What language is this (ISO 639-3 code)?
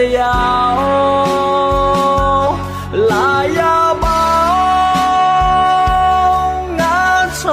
ahk